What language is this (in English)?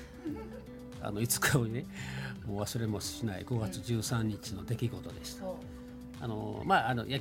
Japanese